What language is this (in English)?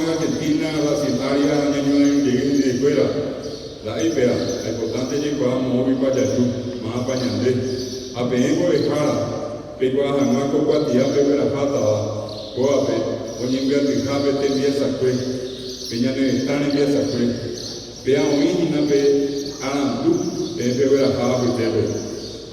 Guarani